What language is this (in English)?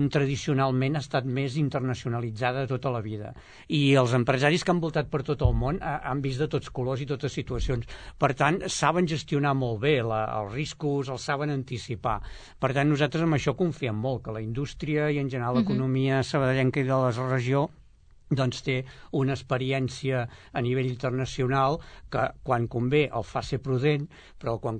Catalan